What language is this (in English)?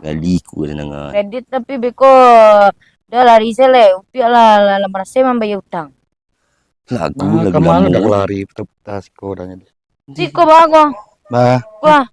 Minangkabau